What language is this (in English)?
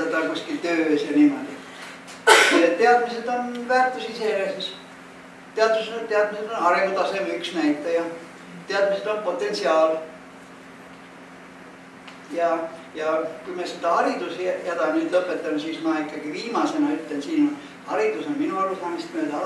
Estonian